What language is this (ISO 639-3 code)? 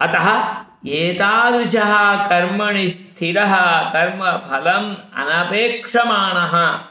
san